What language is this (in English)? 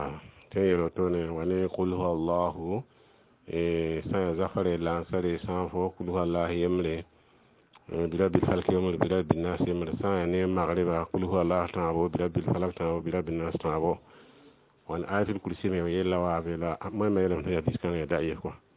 Mossi